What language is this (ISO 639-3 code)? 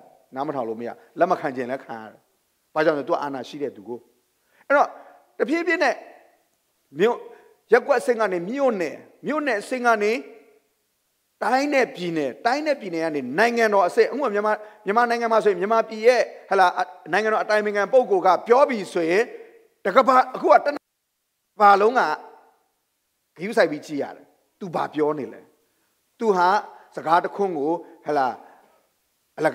mya